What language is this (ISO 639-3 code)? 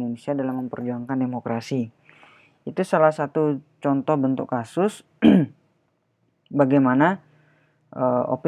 ind